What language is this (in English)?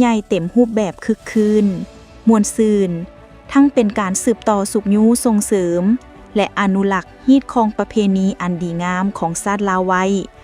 Lao